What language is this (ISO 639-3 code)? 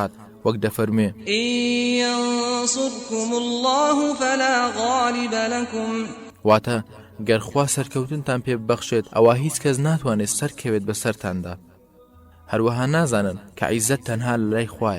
ckb